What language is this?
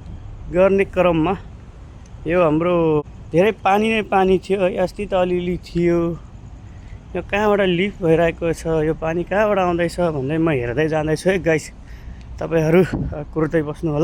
Nepali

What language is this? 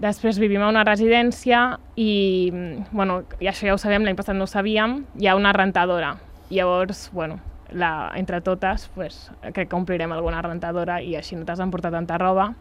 Catalan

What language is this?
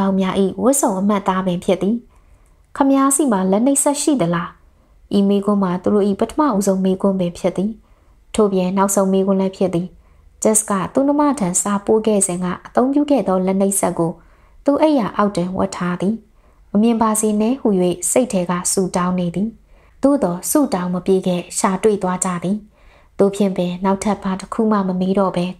Burmese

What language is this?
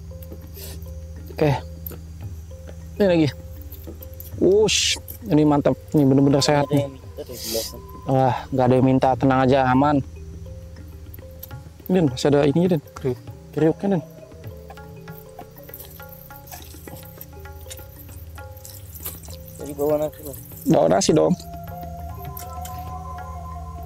Indonesian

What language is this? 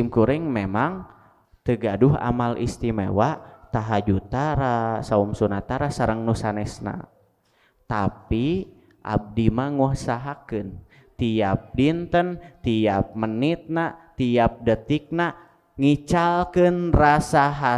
Sundanese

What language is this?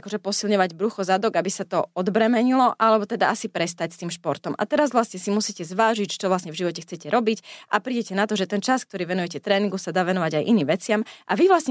Slovak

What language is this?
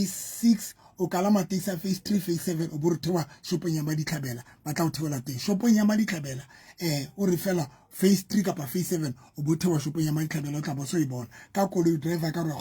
Southern Sotho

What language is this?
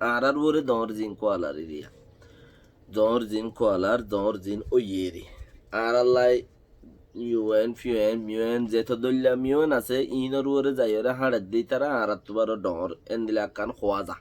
Rohingya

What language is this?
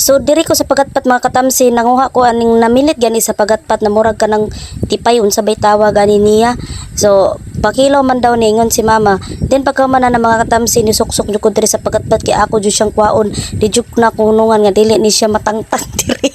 Cebuano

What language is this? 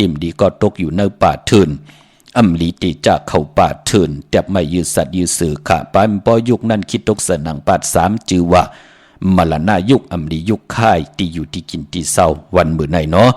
Shan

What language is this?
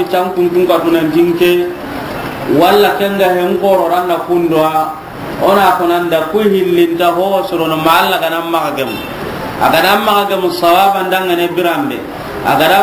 Soninke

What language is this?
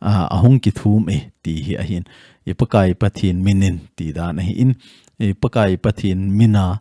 Thado Chin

